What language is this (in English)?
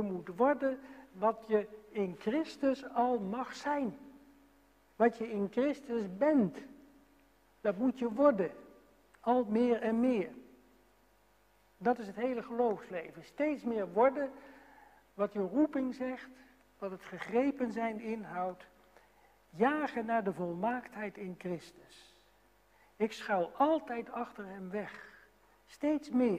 Dutch